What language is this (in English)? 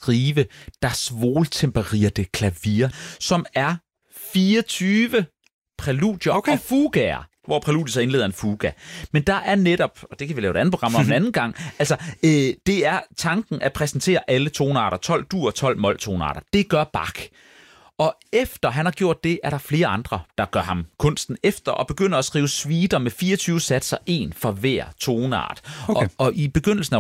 Danish